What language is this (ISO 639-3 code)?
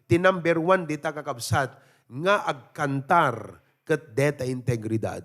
ilo